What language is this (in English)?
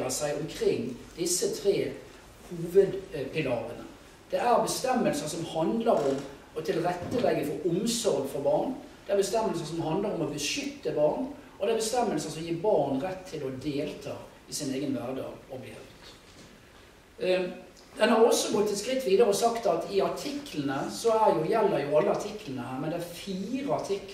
Norwegian